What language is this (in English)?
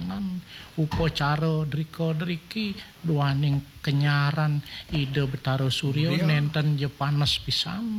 Balinese